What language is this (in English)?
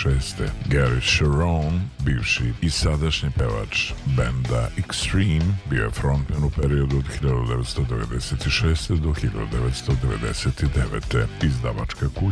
Serbian